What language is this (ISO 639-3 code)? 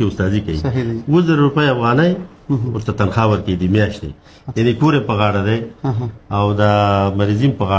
pus